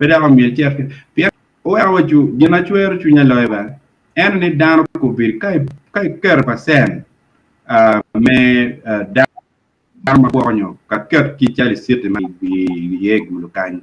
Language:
Acoli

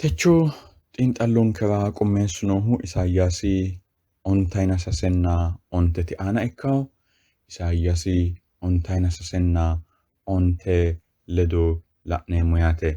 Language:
Sidamo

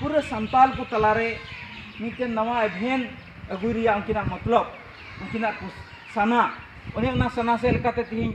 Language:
Santali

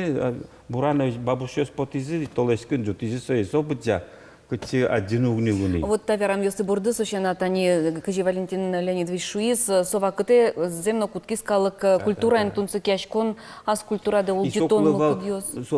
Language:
Udmurt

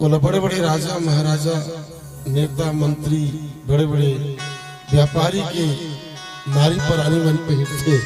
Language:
Chhattisgarhi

